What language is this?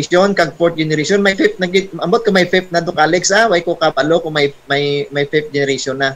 Hiligaynon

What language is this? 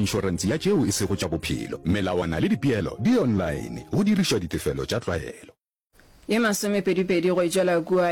Northern Sotho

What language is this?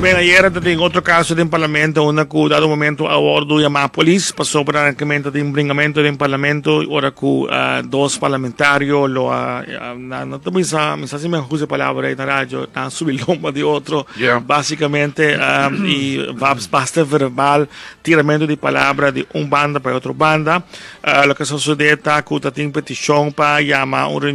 Papiamento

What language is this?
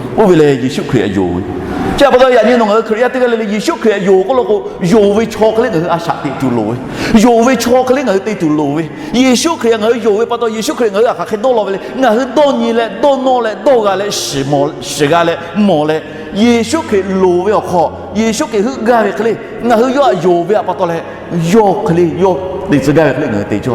Lahu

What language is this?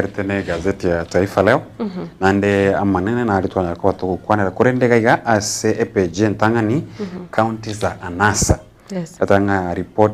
Gusii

